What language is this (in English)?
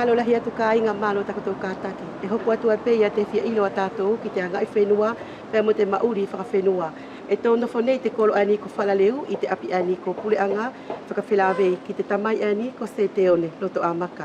Wallisian